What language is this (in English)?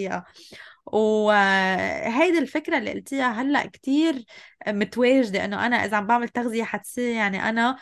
North Levantine Arabic